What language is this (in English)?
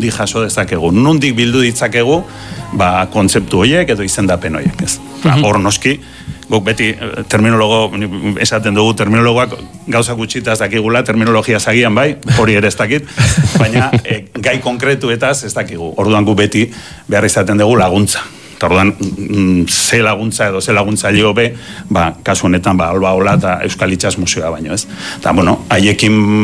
Basque